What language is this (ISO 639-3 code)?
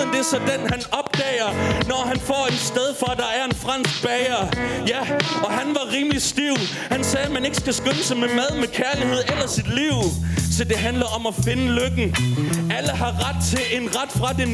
dan